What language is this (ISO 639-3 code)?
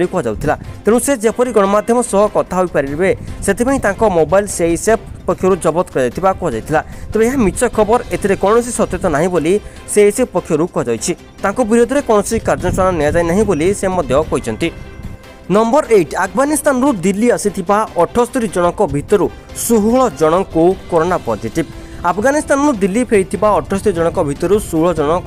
ori